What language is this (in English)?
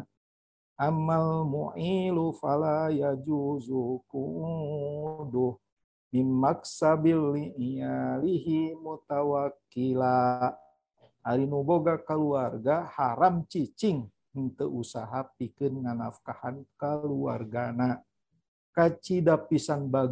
Sundanese